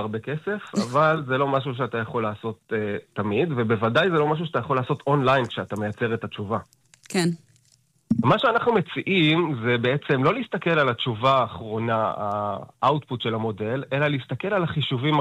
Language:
Hebrew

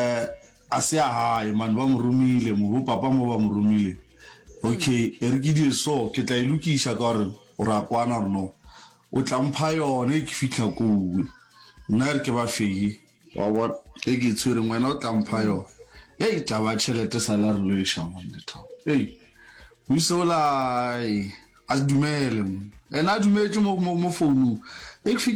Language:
Northern Sotho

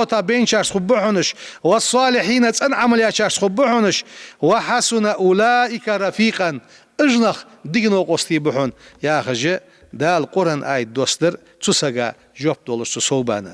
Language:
Ingush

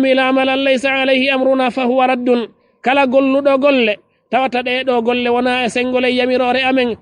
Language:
Fula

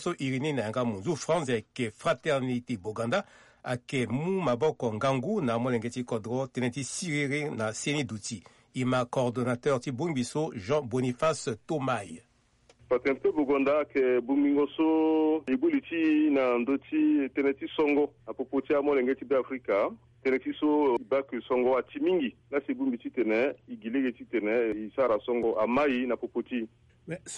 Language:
Sango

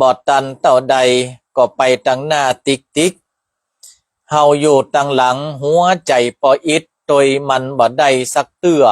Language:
Northern Thai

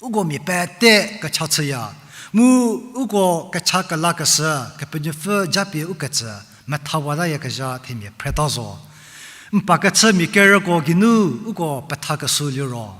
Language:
Angami Naga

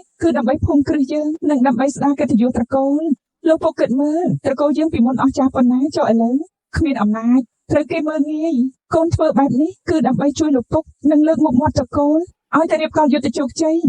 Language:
Khmer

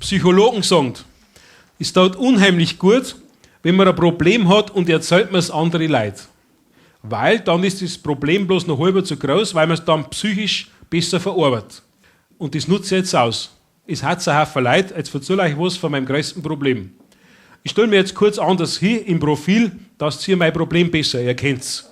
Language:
Bavarian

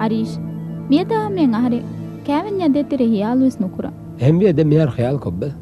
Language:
Divehi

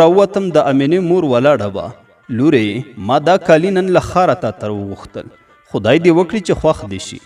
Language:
Pashto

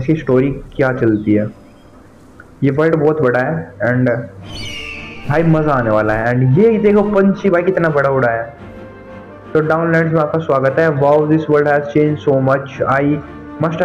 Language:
Hindi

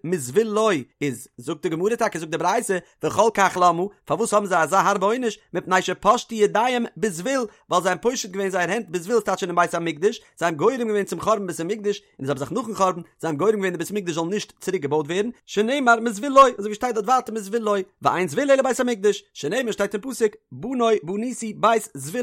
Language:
Yiddish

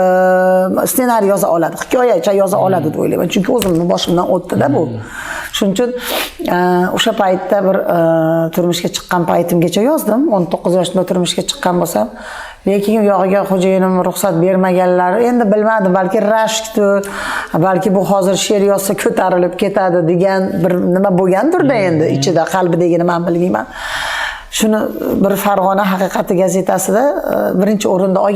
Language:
Uzbek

